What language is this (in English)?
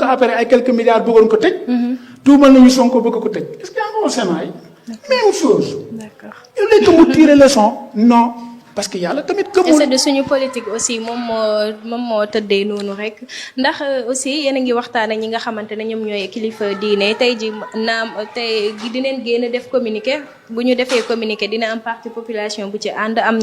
Wolof